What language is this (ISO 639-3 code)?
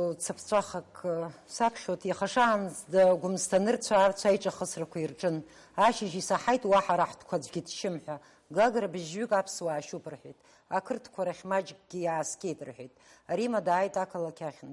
abk